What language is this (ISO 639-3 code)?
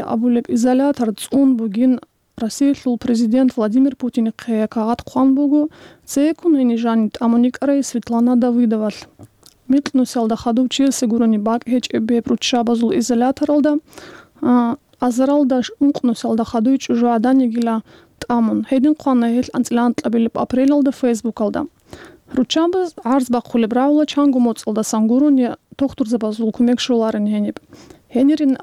ava